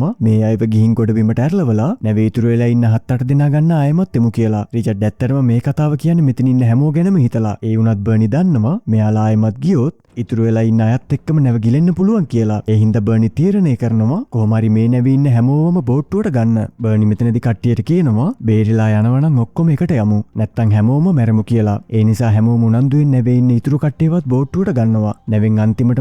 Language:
Sinhala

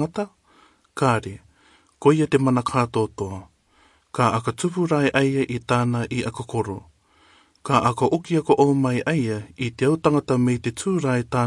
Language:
Rarotongan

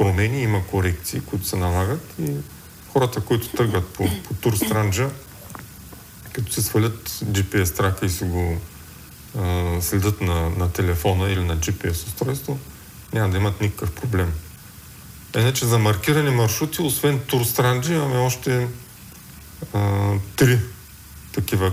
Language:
Bulgarian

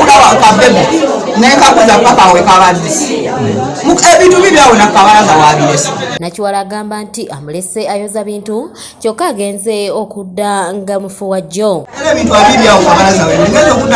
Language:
Ganda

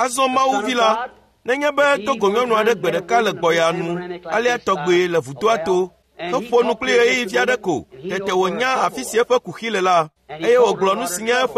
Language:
Ewe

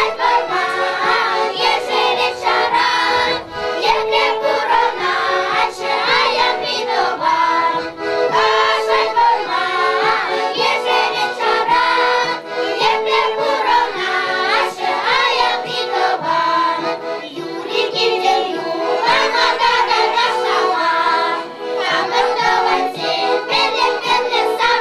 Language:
Chuvash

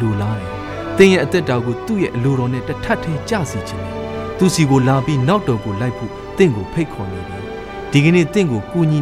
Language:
Burmese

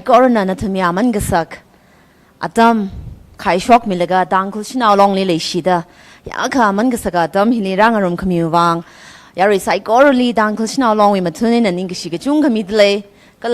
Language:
Tangkhul Naga (India)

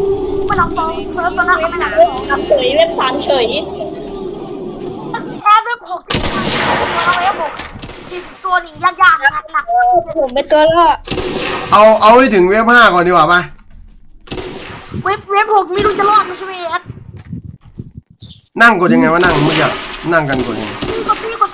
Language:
Thai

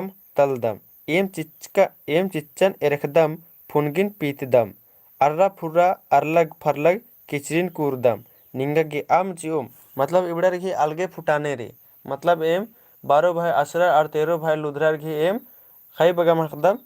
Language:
Kurukh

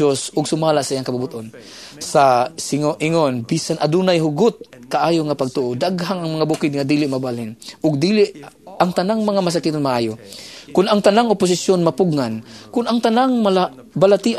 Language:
Cebuano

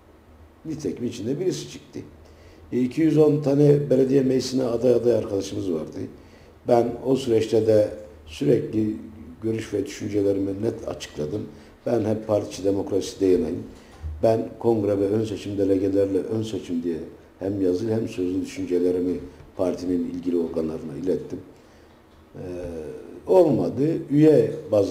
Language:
Turkish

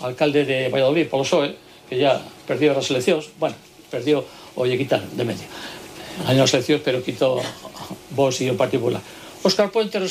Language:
Galician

